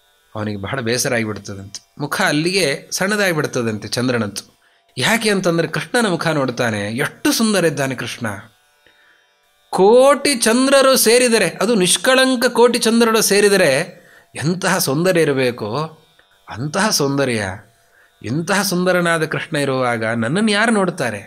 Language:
Kannada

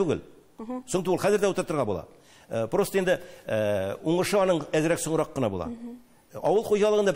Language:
Tatar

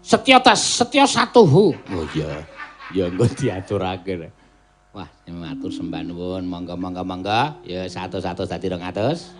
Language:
Javanese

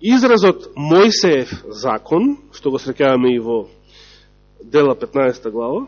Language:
Macedonian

